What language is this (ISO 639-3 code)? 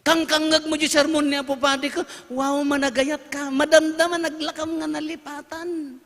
ilo